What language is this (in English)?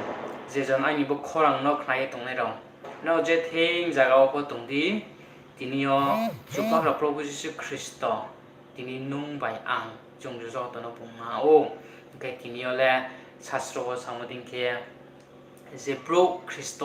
Riang (India)